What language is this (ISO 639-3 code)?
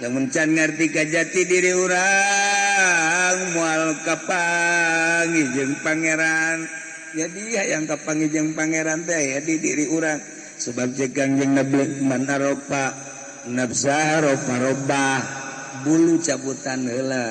sun